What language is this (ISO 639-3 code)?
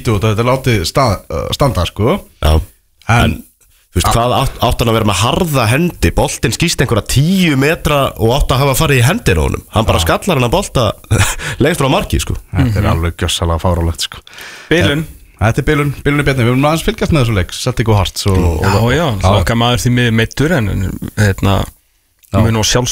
isl